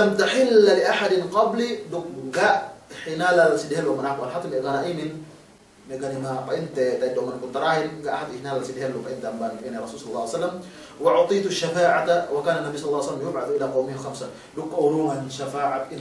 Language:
Yakan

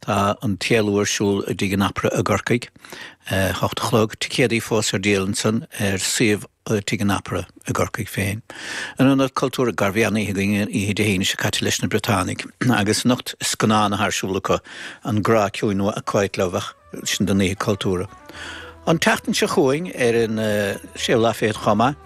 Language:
Irish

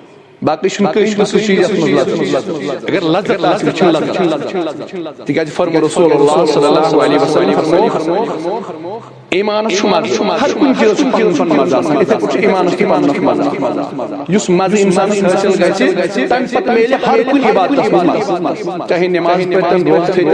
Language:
Kashmiri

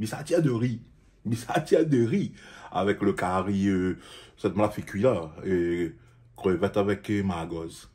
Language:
Réunion Creole French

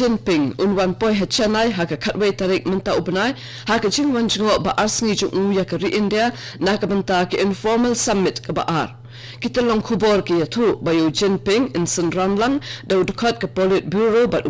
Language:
Khasi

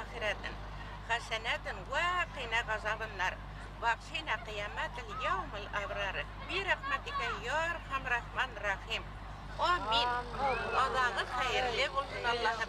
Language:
Bashkir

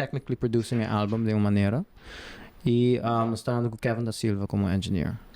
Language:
Papiamento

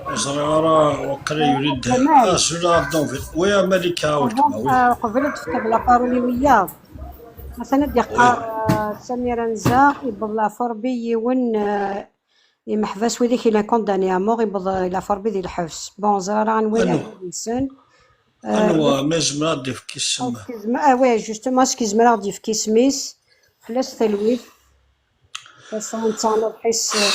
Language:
Kabyle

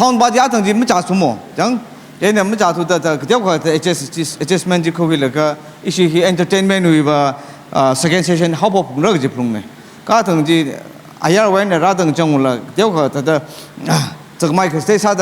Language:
Tangkhul Naga (India)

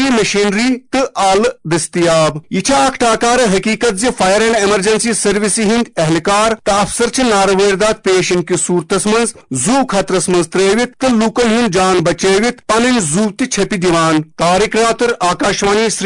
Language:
Kashmiri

